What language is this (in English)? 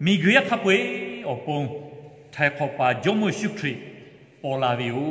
Lahu